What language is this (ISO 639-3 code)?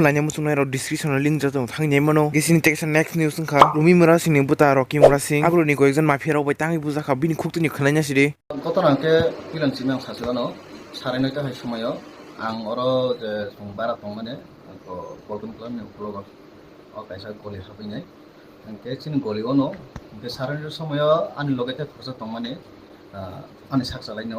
trp